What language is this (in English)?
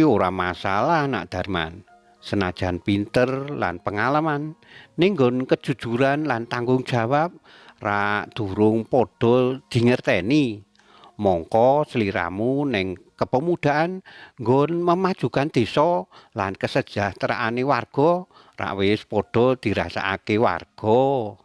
Javanese